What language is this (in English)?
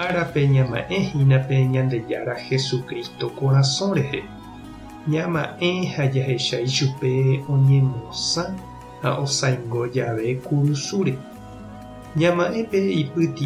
Guarani